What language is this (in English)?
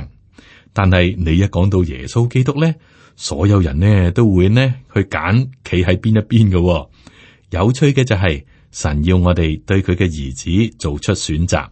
Cantonese